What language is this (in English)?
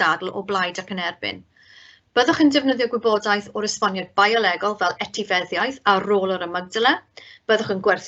Welsh